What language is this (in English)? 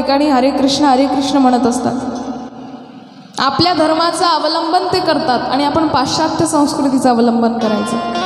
Marathi